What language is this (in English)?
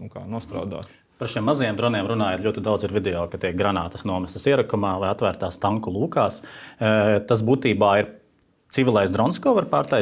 Latvian